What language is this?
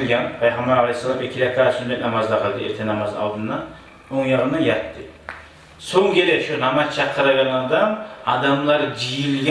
Kumyk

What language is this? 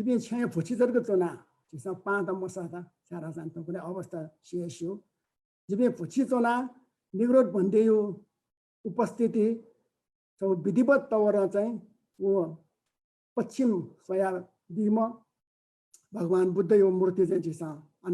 Newari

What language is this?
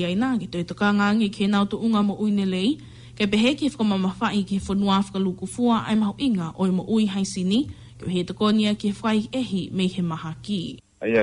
Tongan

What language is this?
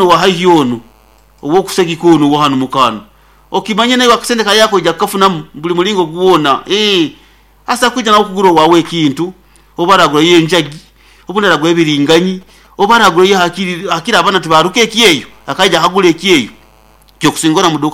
Nyoro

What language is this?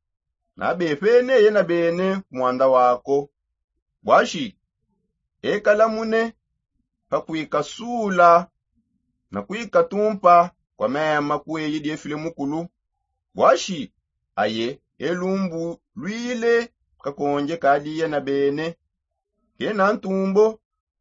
Songe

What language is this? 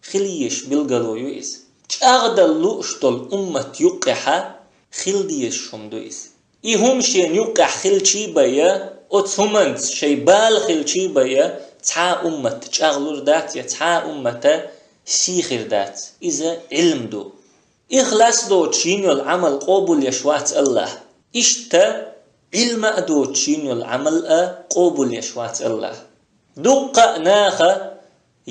Chechen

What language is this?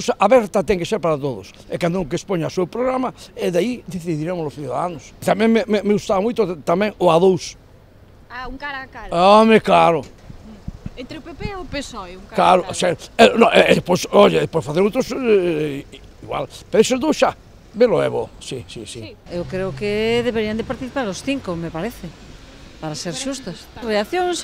Galician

